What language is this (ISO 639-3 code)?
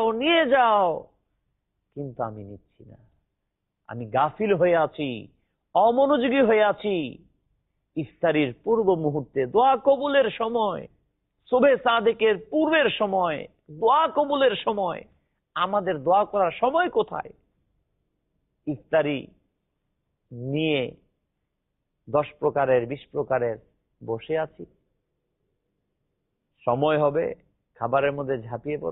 ben